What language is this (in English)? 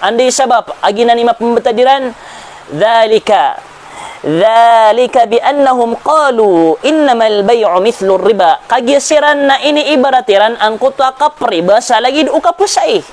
Maranao